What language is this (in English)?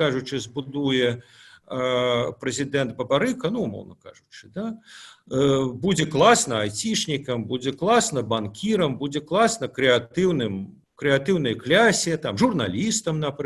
Belarusian